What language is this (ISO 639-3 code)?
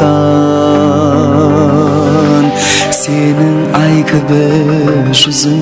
kaa